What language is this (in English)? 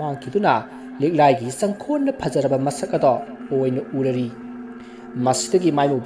Manipuri